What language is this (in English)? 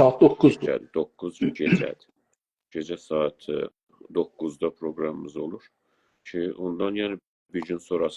South Azerbaijani